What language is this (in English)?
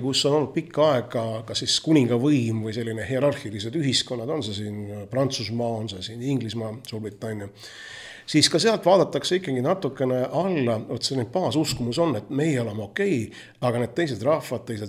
Estonian